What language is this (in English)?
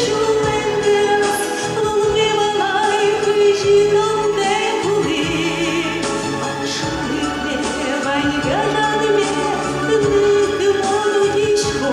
Udmurt